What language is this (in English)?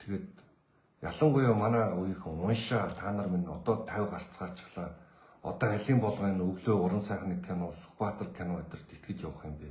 Mongolian